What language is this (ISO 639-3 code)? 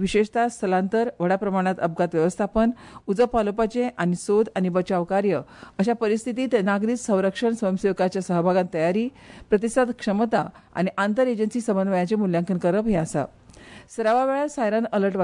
kok